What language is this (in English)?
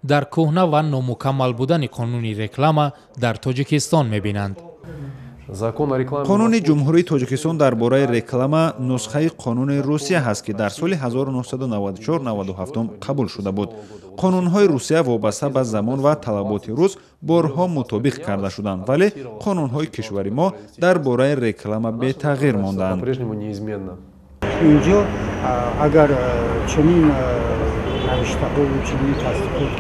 Tajik